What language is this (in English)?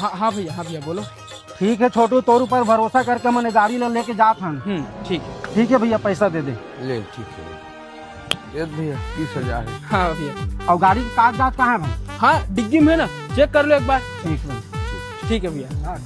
Chhattisgarhi